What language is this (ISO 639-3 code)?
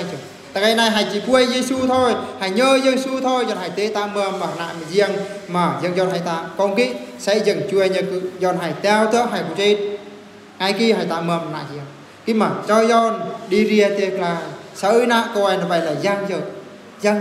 bru